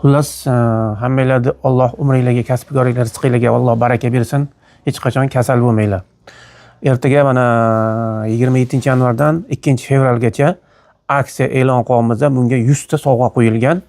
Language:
Uzbek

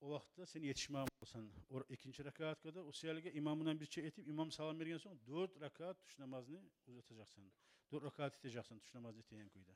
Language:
Kumyk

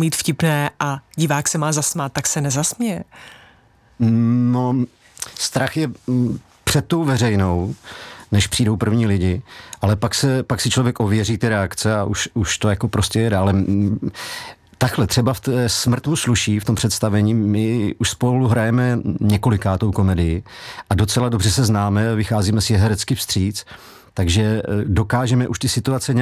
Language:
Czech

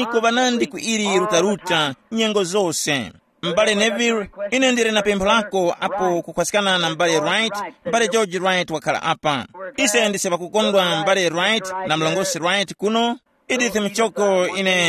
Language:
Tumbuka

